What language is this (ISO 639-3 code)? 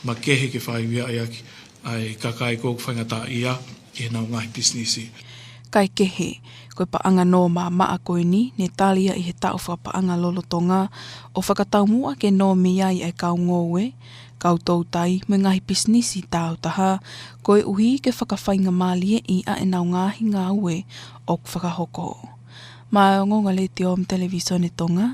ton